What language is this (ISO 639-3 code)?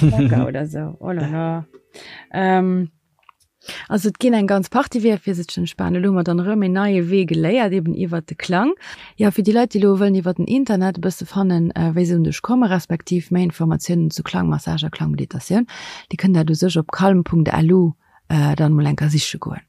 ltz